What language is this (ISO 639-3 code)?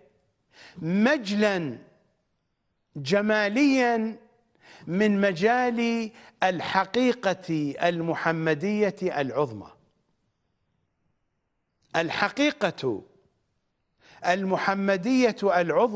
ara